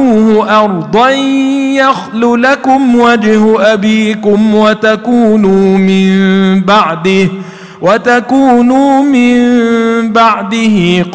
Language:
Arabic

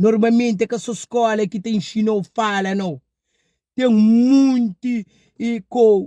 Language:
Kabuverdianu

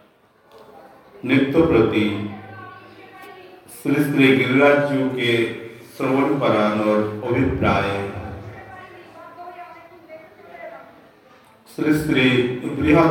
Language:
Bangla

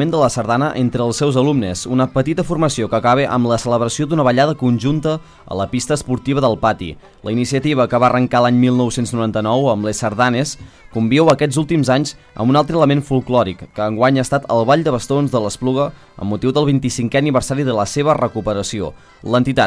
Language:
Catalan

